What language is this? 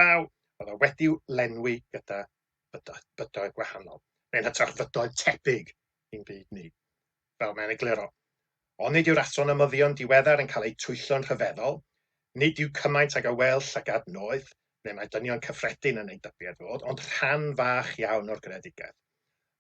Welsh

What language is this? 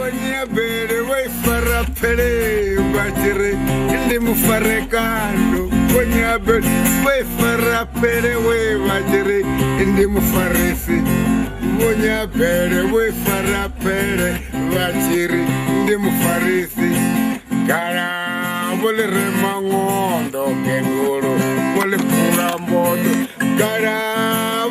Venda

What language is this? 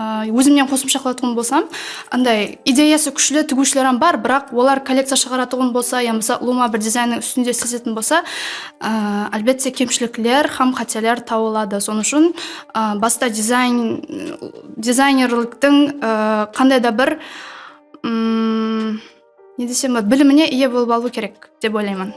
Kara-Kalpak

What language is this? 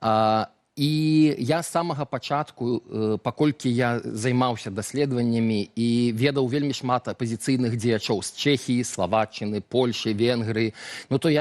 Belarusian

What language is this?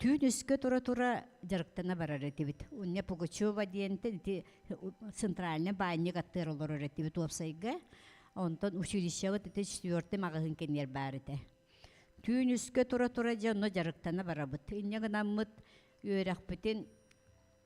Yakut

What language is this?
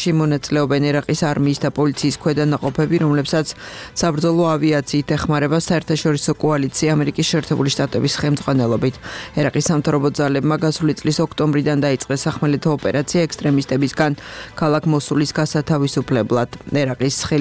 Georgian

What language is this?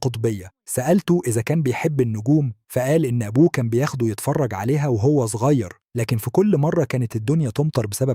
Egyptian Arabic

